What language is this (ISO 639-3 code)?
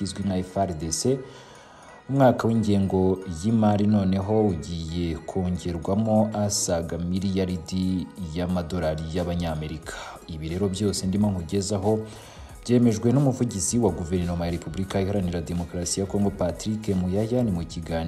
kin